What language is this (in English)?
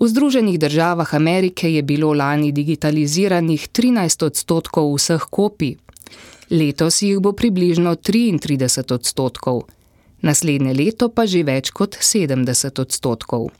Slovenian